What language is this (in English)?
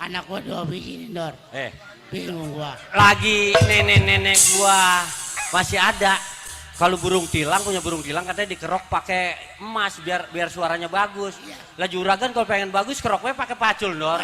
Betawi